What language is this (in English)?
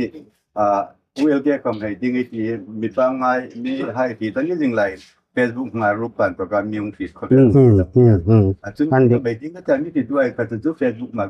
Hmar